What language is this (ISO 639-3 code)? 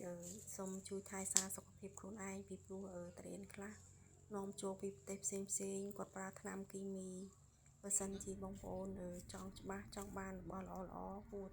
khm